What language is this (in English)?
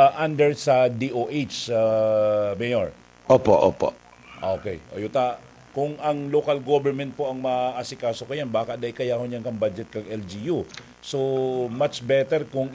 Bikol